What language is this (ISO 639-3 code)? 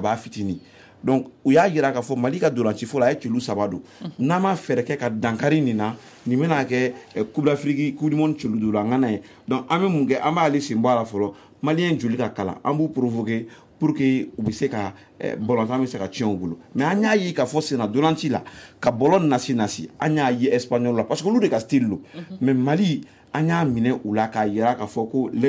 bam